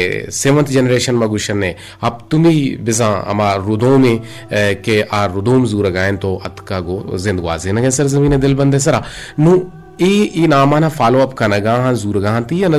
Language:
Eastern Balochi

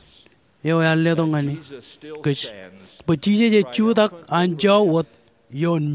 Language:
Marshallese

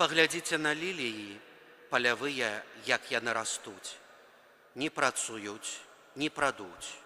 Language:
Belarusian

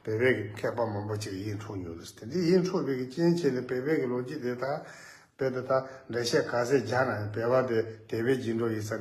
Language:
Tibetan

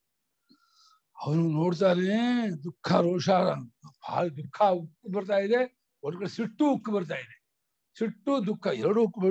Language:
Kannada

